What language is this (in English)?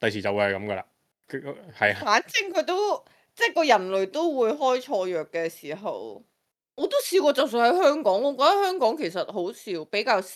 Cantonese